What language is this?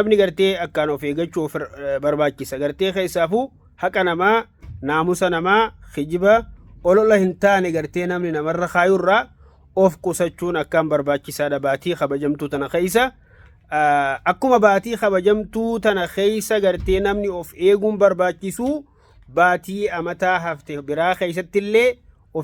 Oromo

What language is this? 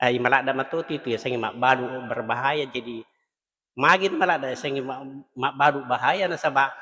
Buginese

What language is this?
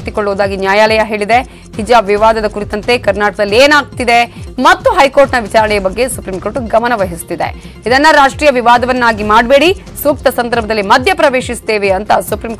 Kannada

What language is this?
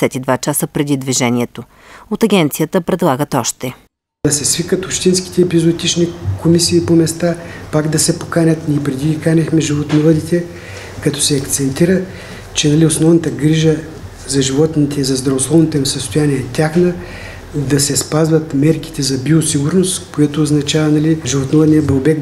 Bulgarian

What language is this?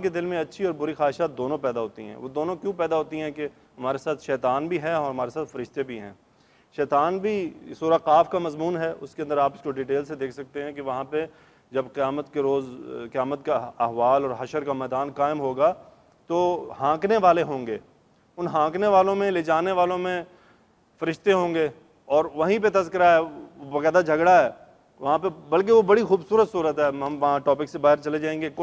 Urdu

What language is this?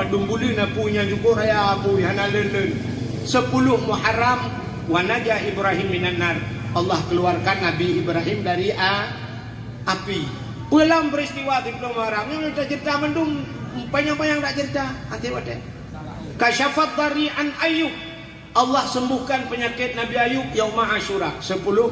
Achinese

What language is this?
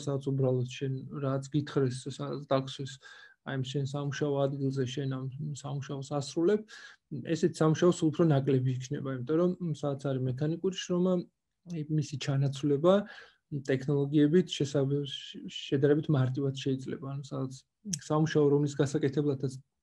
Georgian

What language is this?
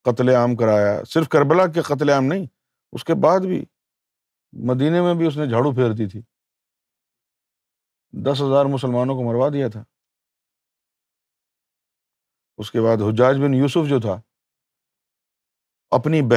Urdu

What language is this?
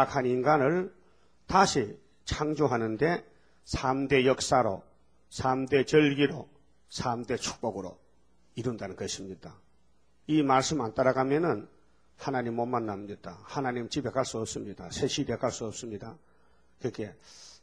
Korean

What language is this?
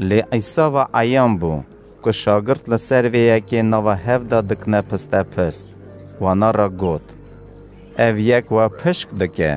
Kurdish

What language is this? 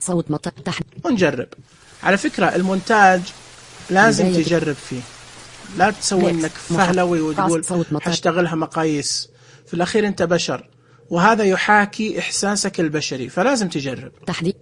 Najdi Arabic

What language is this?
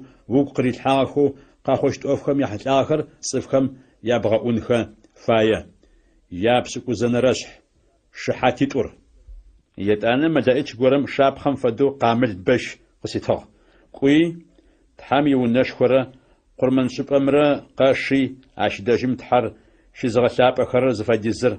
Adyghe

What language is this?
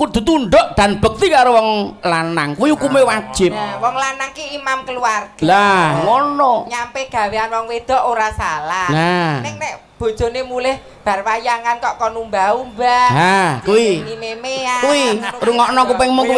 Javanese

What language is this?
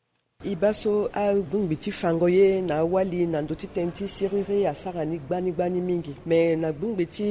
Sango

